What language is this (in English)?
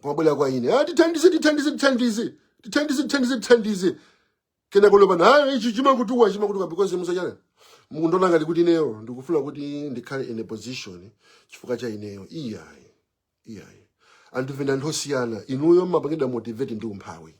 Nyanja